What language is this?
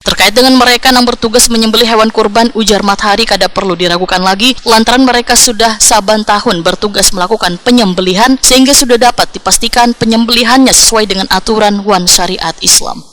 Banjar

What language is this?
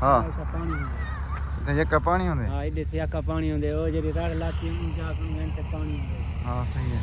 Saraiki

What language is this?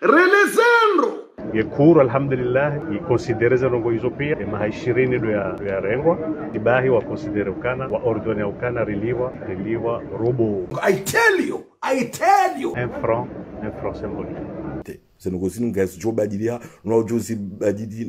Ngazidja Comorian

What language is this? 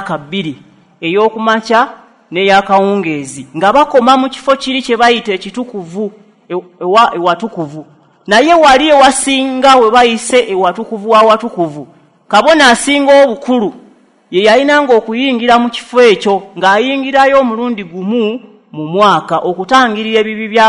Ganda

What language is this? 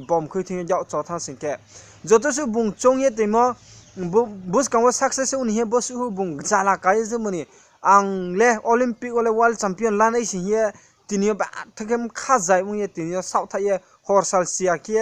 Riang (India)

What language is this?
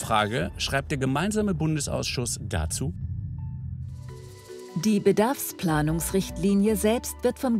German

